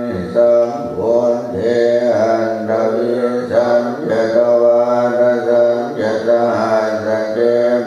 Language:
Pali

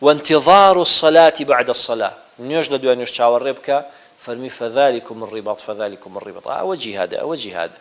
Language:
Central Kurdish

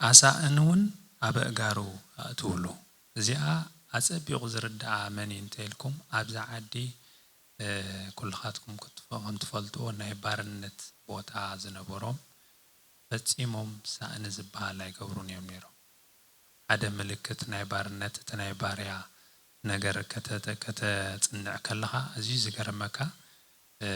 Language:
Tigrinya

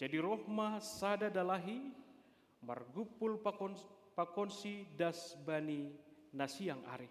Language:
Batak Simalungun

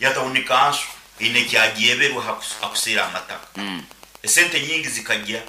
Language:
Nyankole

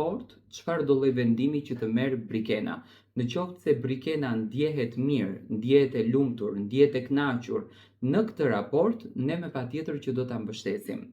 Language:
Albanian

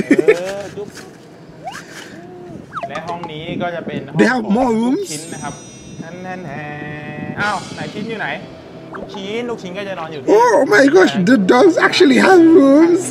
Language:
Thai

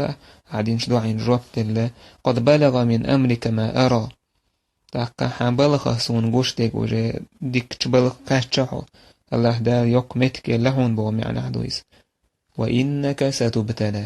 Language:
Chechen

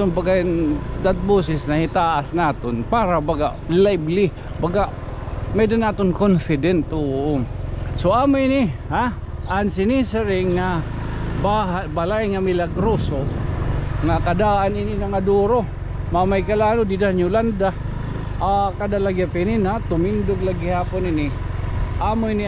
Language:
Waray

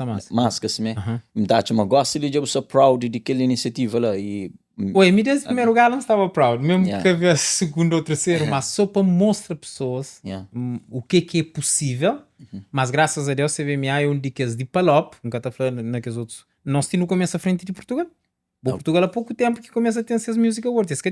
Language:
Kabuverdianu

